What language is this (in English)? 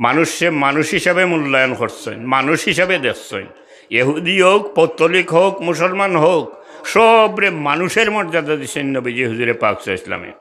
Sylheti